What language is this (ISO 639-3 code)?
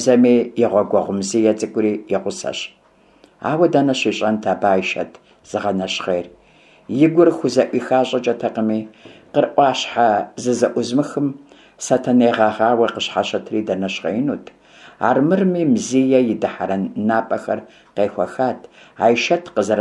kbd